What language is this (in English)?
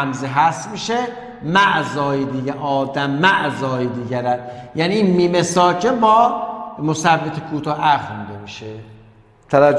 Persian